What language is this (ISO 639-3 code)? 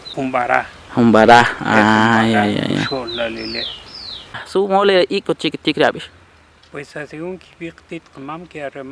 quc